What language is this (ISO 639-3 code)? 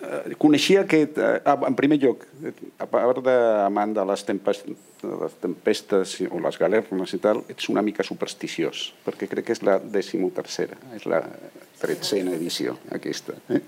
cat